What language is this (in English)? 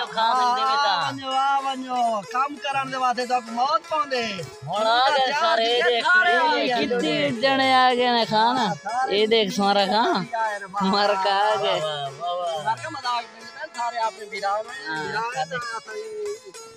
Saraiki